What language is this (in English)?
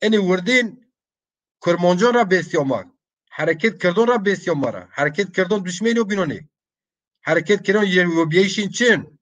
Zaza